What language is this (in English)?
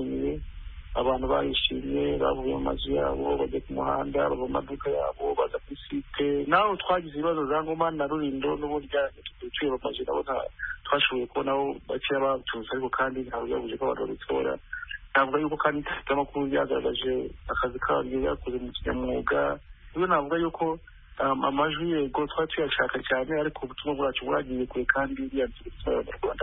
Kinyarwanda